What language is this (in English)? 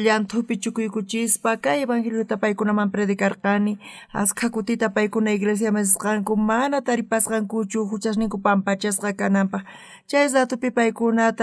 South Bolivian Quechua